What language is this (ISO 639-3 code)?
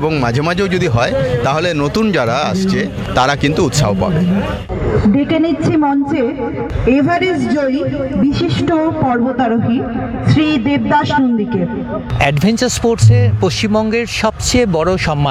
ben